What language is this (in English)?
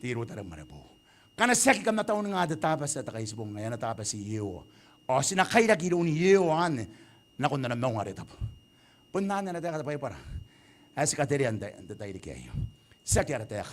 Gilbertese